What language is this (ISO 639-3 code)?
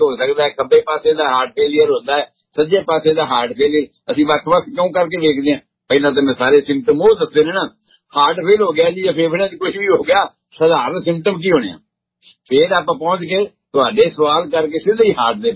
pan